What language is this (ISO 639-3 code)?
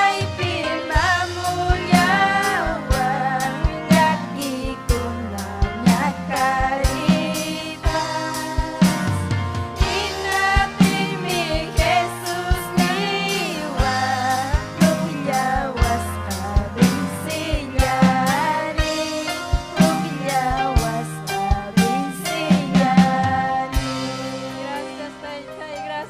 quy